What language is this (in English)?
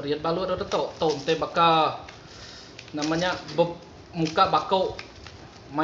Iban